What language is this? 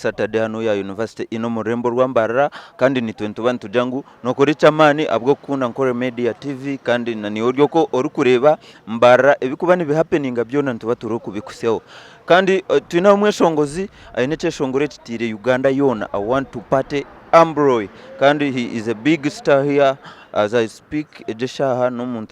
Nyankole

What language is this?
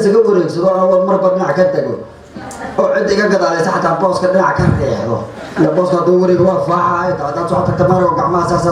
Somali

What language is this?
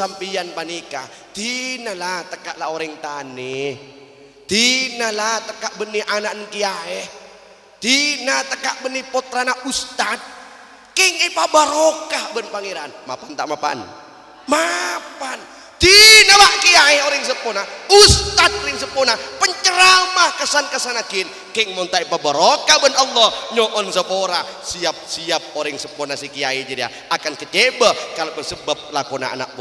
Madurese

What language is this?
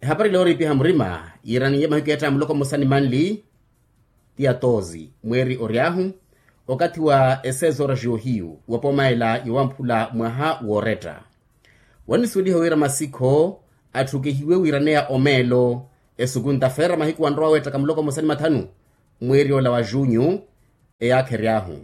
Makhuwa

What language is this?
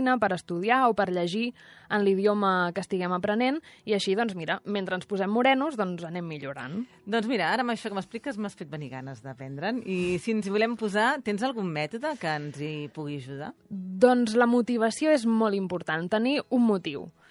Catalan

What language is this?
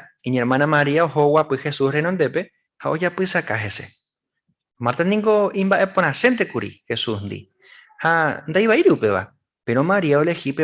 Guarani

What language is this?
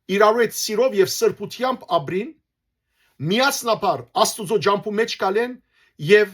Western Armenian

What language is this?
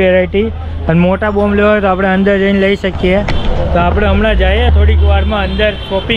Gujarati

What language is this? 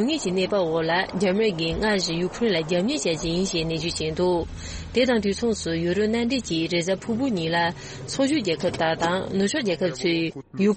Tibetan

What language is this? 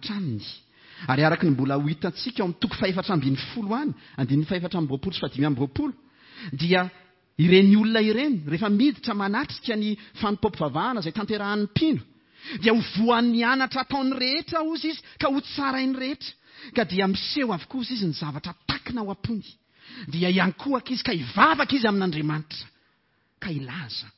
Malagasy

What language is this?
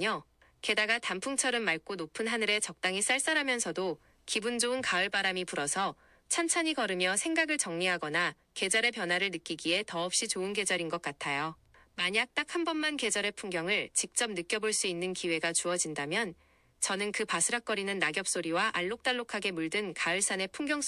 Korean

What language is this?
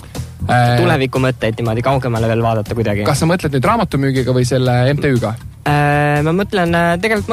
Estonian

